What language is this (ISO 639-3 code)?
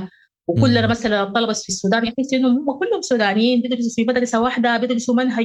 apd